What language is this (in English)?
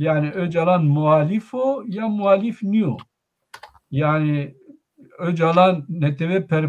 Zaza